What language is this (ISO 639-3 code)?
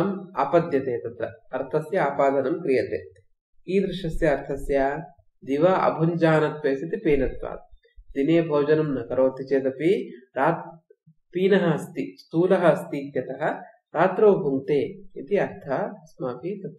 san